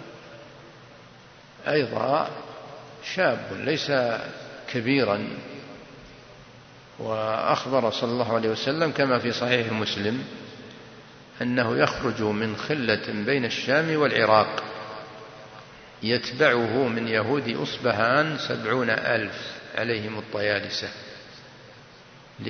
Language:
Arabic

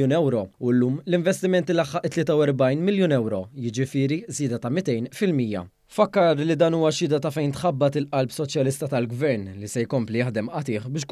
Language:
Maltese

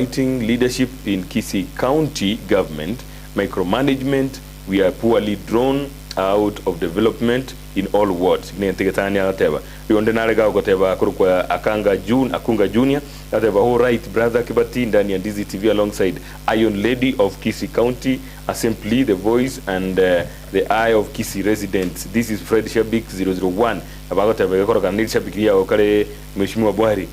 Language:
Gusii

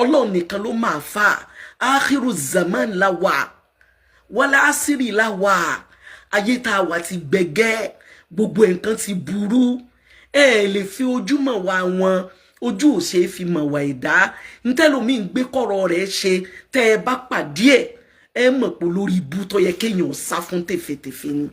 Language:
Yoruba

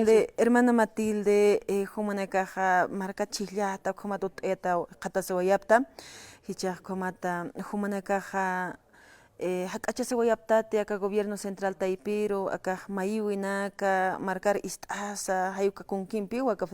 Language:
Aymara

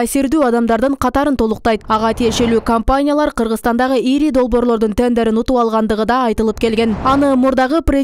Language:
Kyrgyz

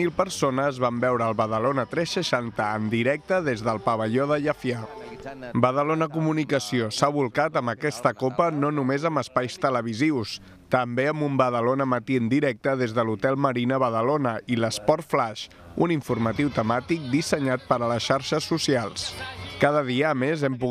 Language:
Catalan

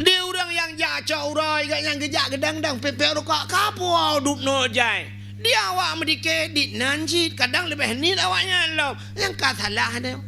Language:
Achinese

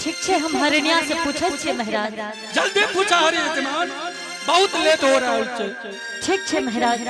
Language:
Angika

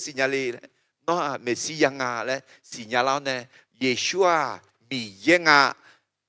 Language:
Akha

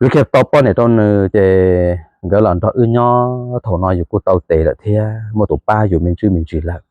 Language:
Hmong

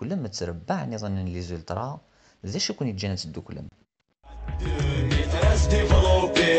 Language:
Kabyle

